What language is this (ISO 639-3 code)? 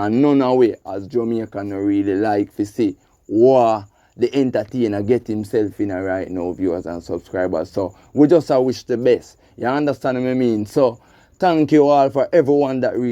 jam